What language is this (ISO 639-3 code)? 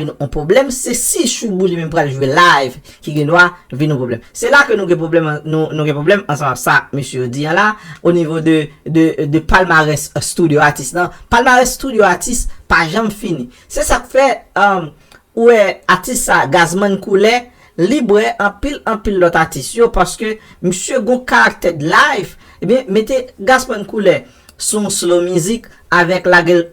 hat